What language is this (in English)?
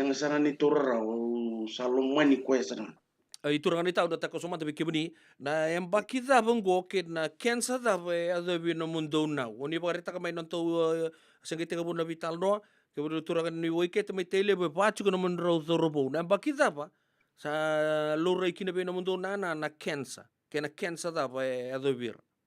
Fijian